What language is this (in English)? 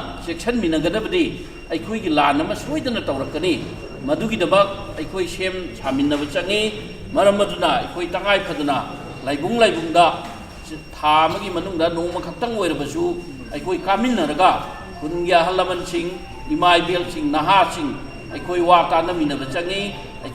Manipuri